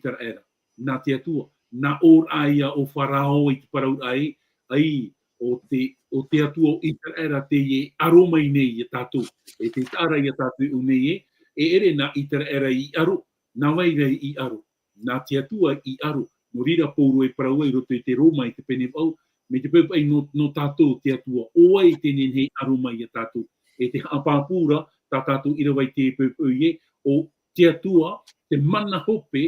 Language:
Tahitian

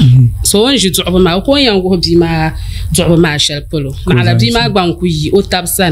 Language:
Dagbani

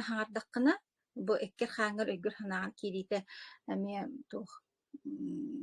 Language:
Yakut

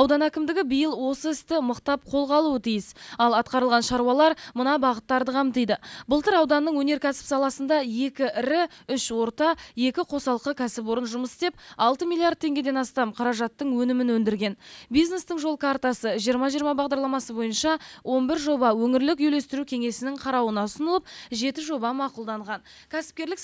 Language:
Kazakh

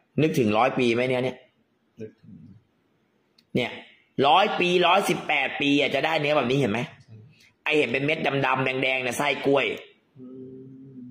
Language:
Thai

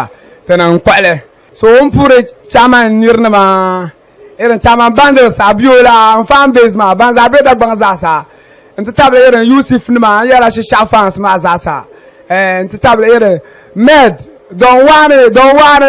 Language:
Dagbani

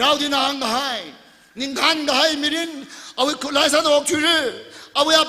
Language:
Tangkhul Naga (India)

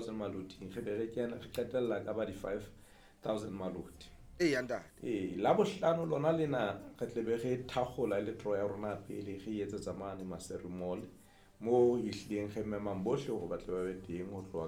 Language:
Southern Sotho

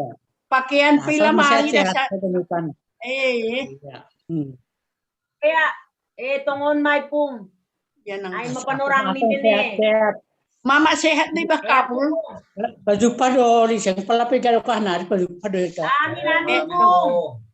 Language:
Batak Simalungun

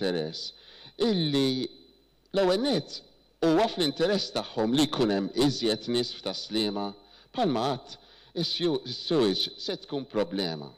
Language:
Maltese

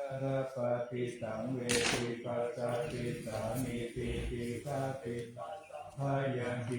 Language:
Pali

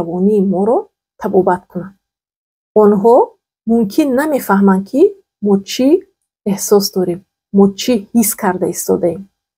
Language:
Tajik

